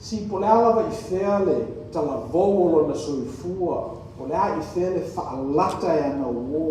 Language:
Samoan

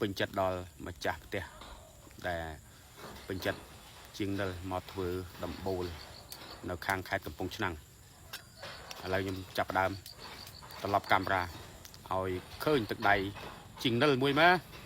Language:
Khmer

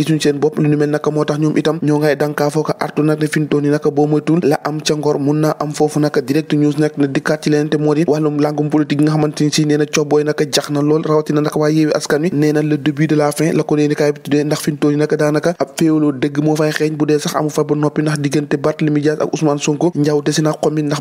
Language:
Wolof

